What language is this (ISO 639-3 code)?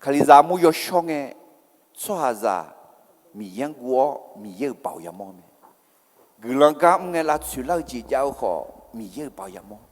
ahk